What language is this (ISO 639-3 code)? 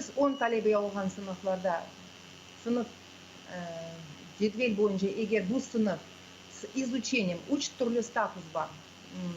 crh